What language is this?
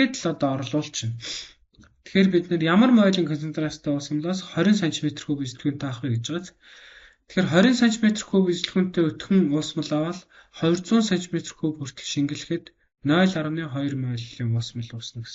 Mongolian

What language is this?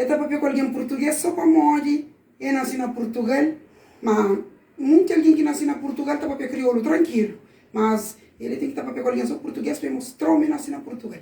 Kabuverdianu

